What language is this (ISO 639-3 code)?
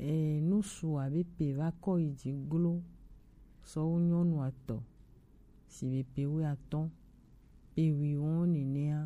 gej